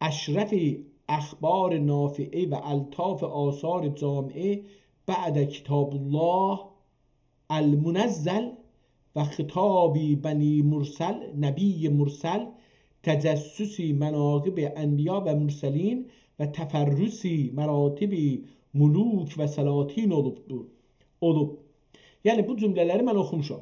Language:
South Azerbaijani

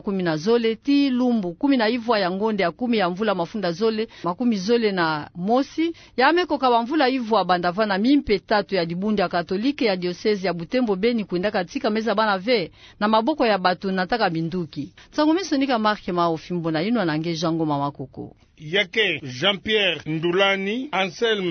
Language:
Kituba (Democratic Republic of Congo)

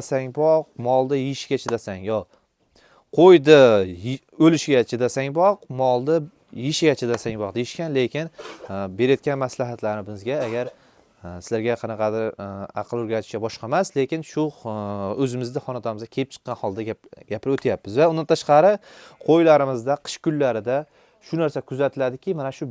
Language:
Uzbek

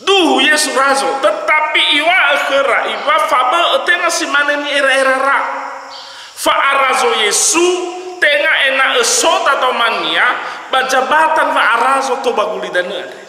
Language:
Nias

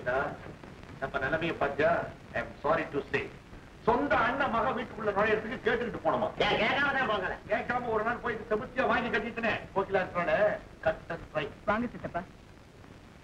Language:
Tamil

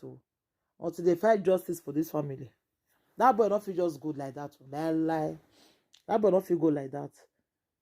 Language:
Nigerian Pidgin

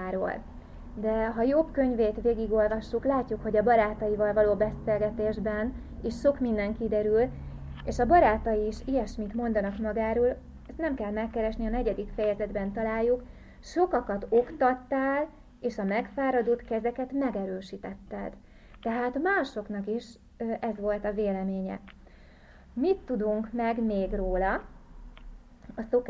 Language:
Hungarian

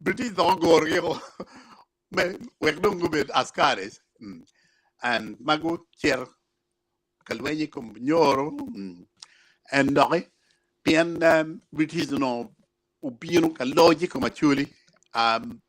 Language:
Acoli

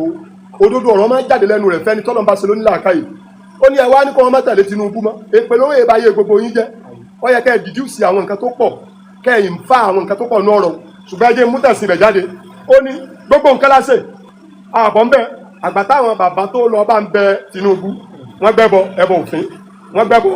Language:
Yoruba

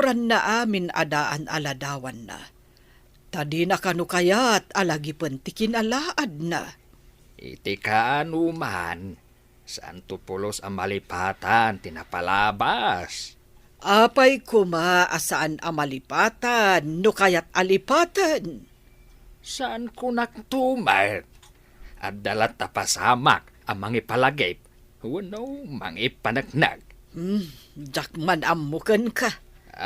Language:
Iloko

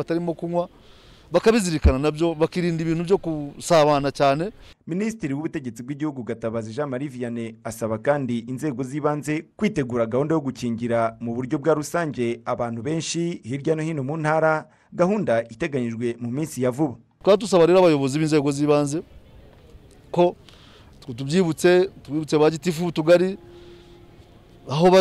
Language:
Kinyarwanda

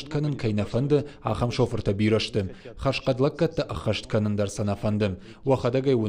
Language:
Ossetic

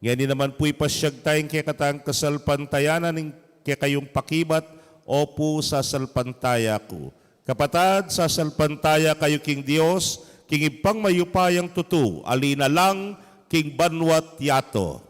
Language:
Pampanga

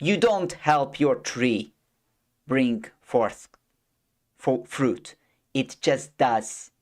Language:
English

